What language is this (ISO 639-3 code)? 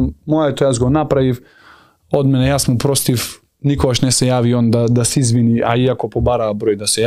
mkd